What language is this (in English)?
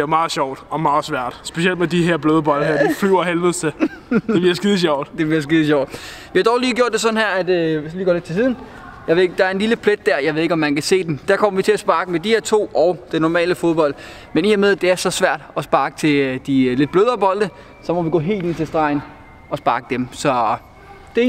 Danish